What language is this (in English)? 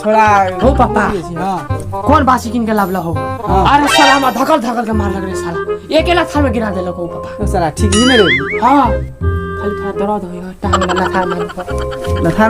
Maithili